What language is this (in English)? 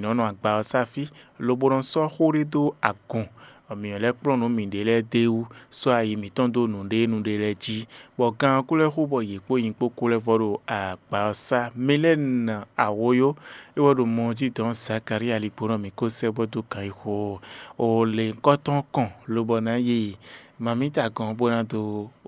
Fon